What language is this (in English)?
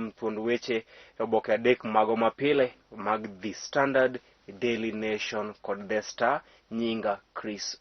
Luo (Kenya and Tanzania)